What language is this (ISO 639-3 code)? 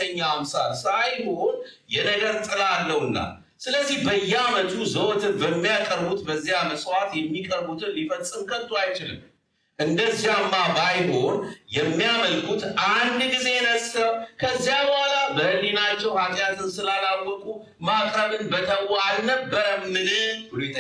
amh